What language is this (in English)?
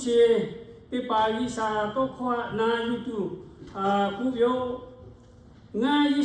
Lahu